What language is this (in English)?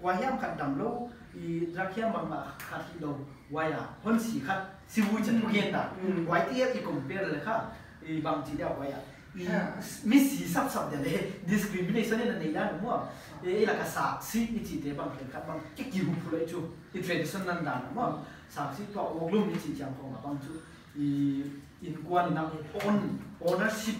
Paite Chin